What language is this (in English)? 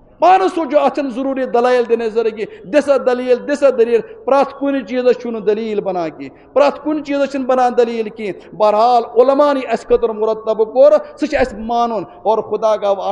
Kashmiri